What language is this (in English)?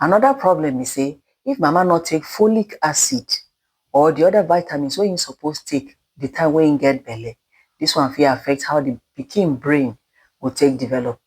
Nigerian Pidgin